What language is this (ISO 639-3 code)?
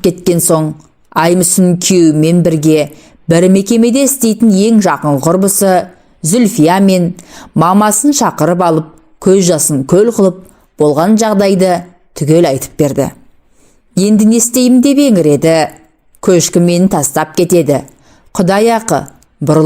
kaz